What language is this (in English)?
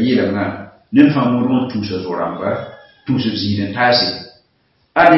Mossi